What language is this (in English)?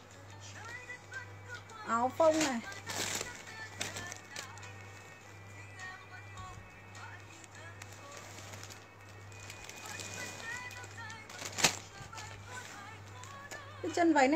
Vietnamese